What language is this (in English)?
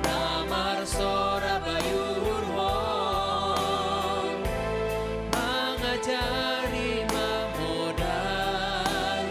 Batak Simalungun